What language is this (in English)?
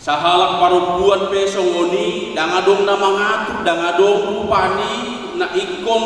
Batak Toba